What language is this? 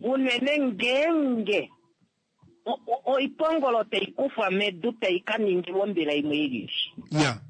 Kuanyama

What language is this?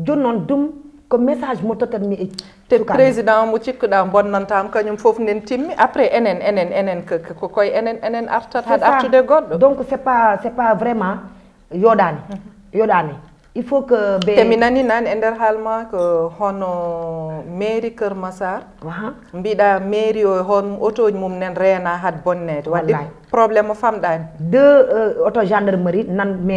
Fula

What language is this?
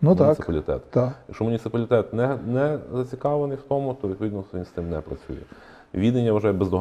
Ukrainian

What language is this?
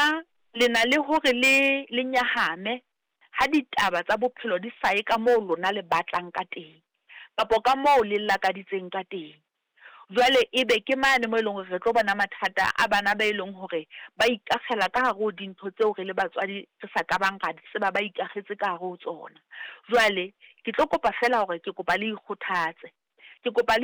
Southern Sotho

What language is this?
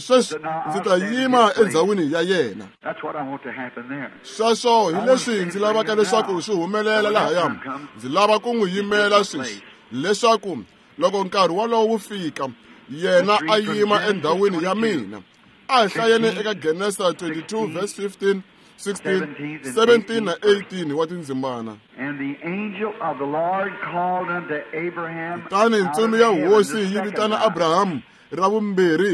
Tsonga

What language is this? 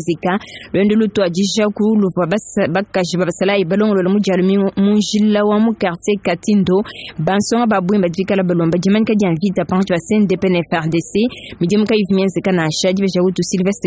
Luba-Lulua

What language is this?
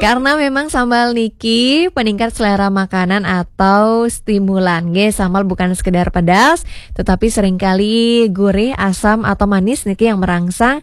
Balinese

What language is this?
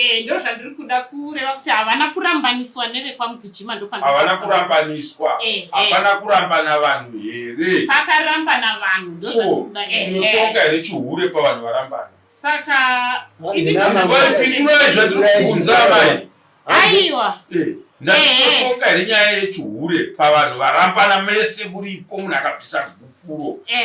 Shona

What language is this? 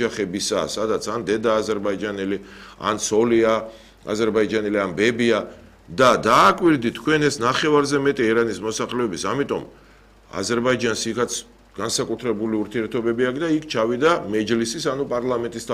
Georgian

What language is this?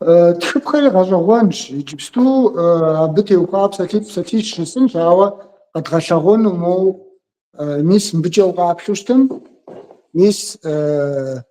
Kabardian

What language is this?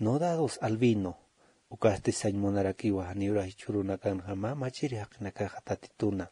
Aymara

